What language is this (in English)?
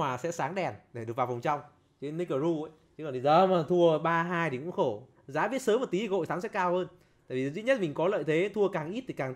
Vietnamese